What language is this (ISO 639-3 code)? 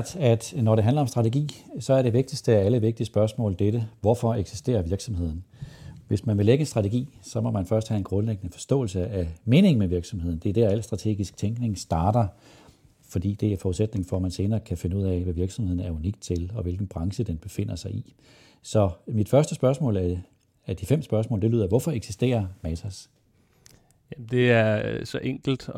dan